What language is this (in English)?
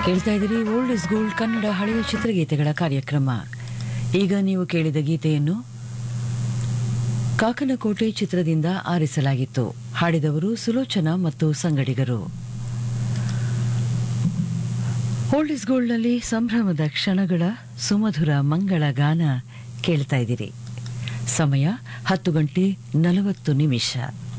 Kannada